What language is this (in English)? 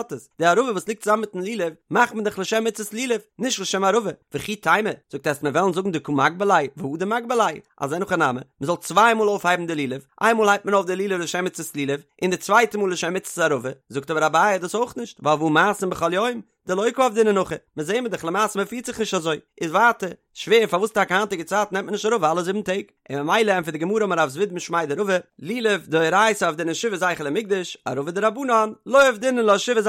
Yiddish